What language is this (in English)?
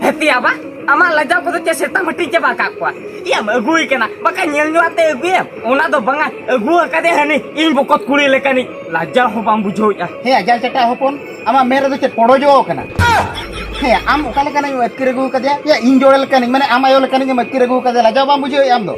Santali